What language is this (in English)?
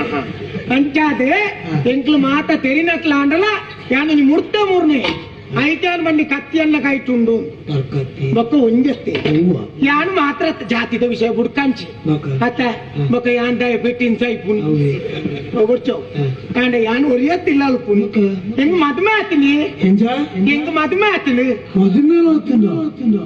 Tulu